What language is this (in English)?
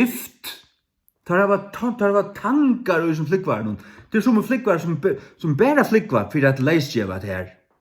Faroese